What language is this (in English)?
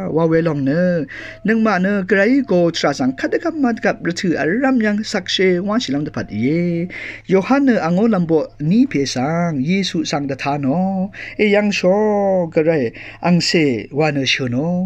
Rawang